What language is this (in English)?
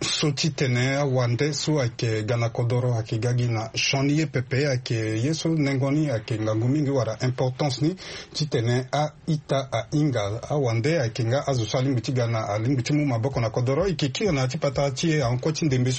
Sango